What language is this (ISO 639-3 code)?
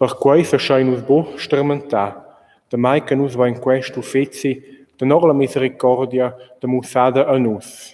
roh